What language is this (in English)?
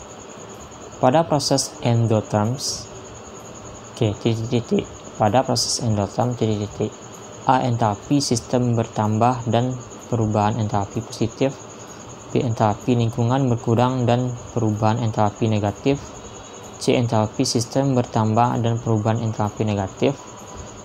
Indonesian